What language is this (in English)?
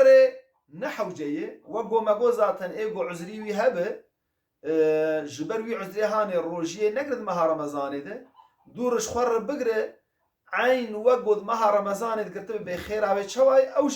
Kurdish